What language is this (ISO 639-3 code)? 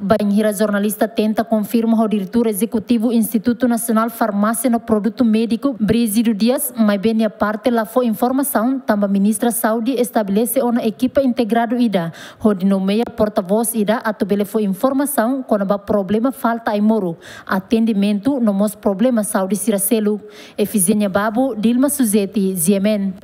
tet